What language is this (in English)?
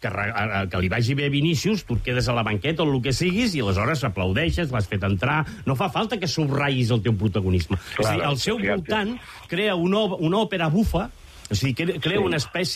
Catalan